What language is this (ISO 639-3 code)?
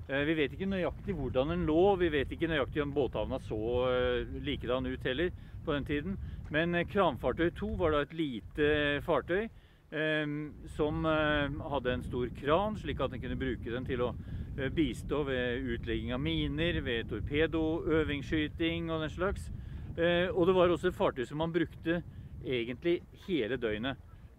nor